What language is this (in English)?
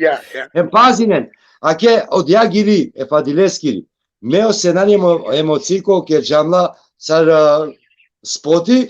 Balkan Romani